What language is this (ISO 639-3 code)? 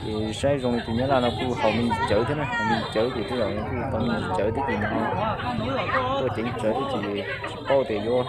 hmn